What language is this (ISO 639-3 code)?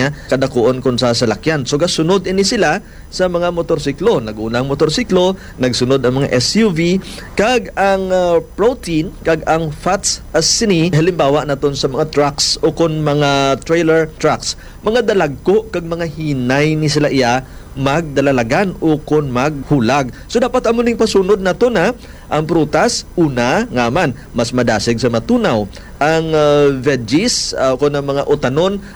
hil